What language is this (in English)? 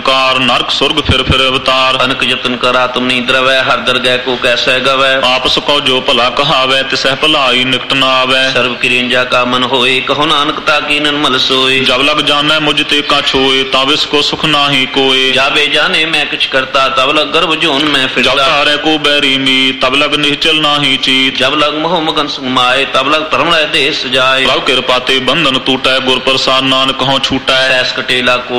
Punjabi